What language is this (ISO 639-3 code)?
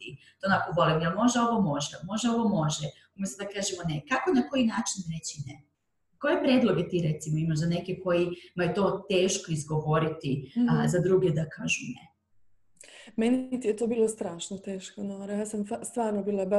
hrv